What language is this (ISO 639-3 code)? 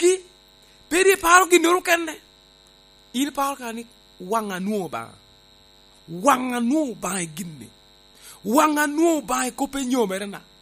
laj